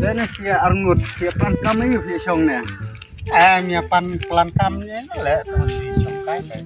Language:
Khasi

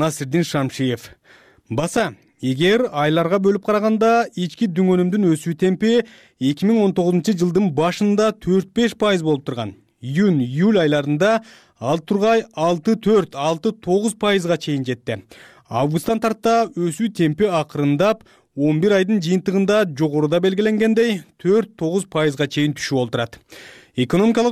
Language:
Kyrgyz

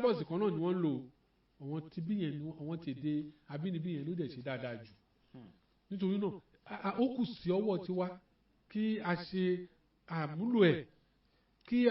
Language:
Yoruba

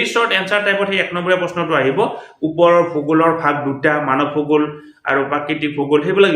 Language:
Assamese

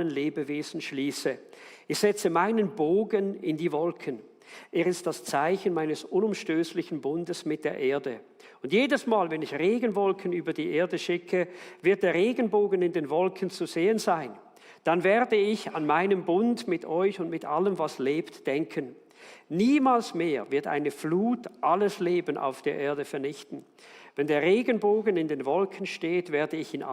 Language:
Swiss German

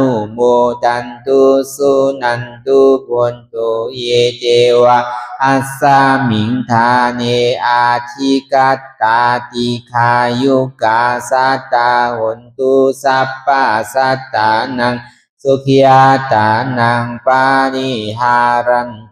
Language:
Lü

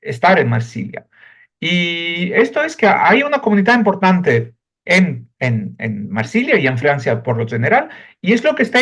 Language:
Ladino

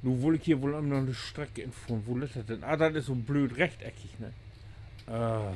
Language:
Low German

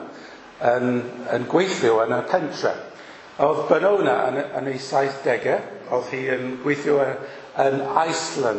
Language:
Welsh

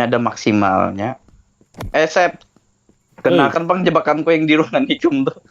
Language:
Banjar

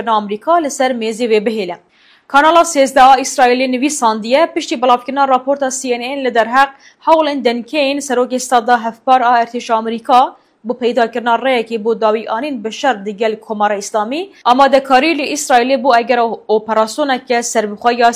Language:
Kurdish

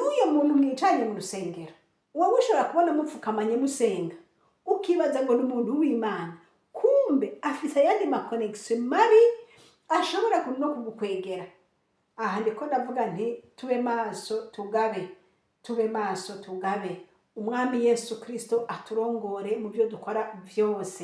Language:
Rundi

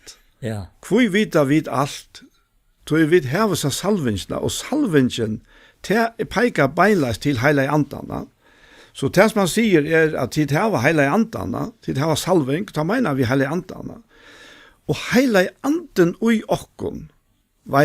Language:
Faroese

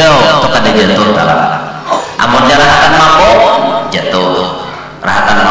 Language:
Banjar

